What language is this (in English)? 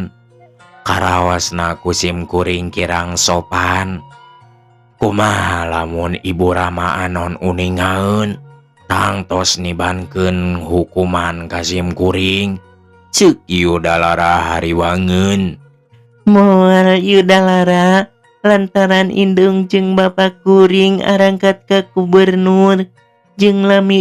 Sundanese